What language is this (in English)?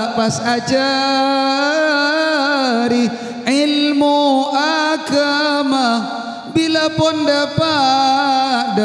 Madurese